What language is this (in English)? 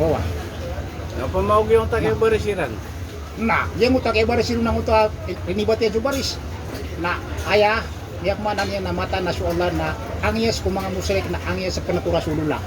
Maranao